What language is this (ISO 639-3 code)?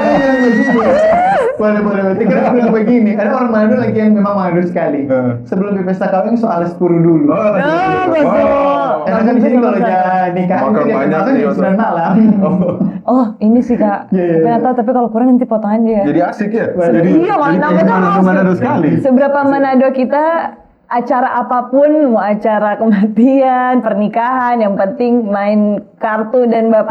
xmm